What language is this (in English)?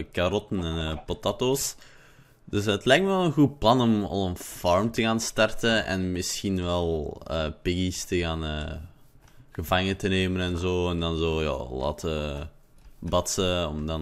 Dutch